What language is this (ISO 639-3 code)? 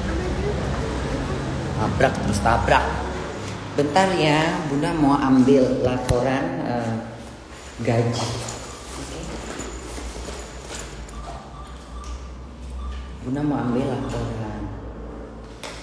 ind